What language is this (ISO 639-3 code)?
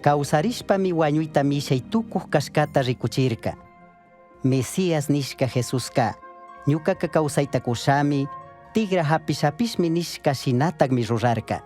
qug